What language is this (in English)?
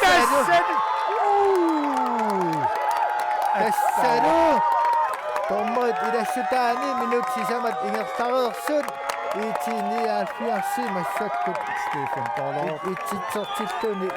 Kalaallisut